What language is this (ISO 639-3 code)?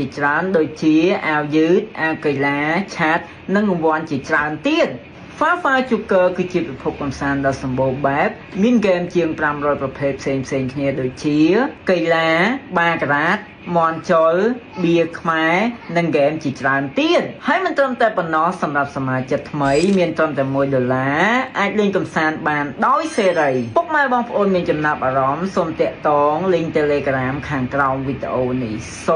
khm